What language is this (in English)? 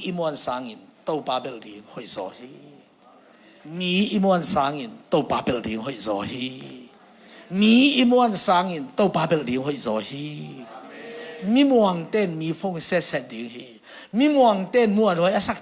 Tedim Chin